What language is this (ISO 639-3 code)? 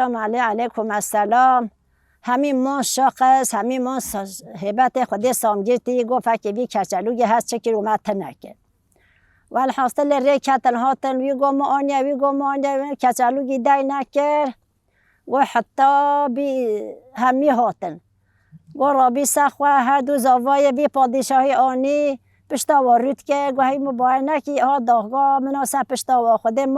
kur